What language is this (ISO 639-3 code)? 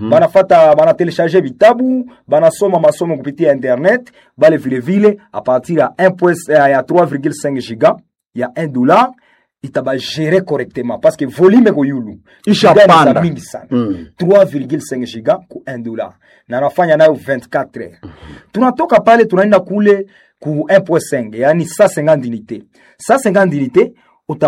swa